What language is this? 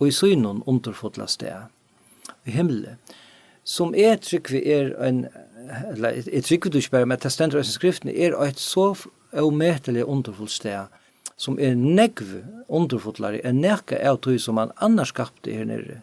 Faroese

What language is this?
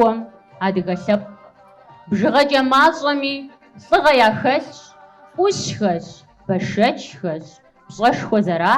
Kabardian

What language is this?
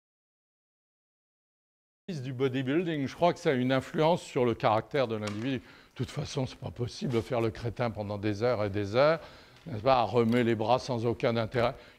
French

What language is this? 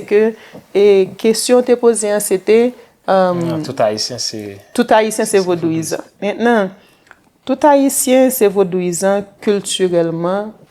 Haitian Creole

